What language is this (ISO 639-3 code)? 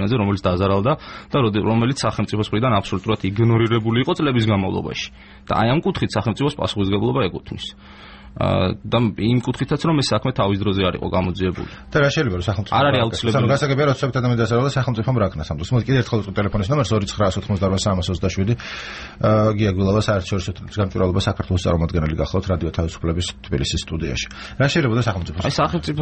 kat